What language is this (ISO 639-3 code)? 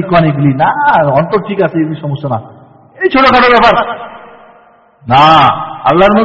ben